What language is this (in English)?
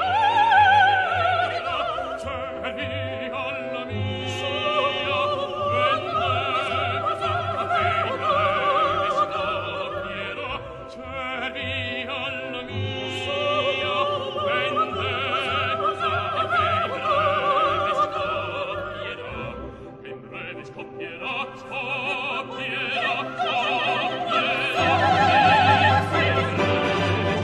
Italian